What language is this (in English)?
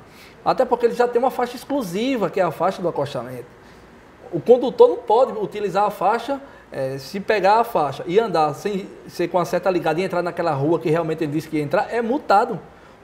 Portuguese